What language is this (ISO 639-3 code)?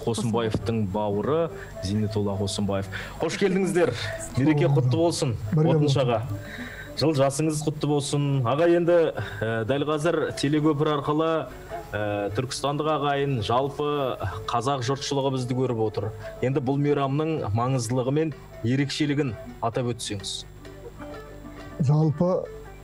kaz